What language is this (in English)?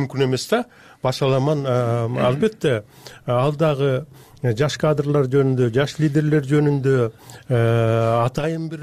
Kyrgyz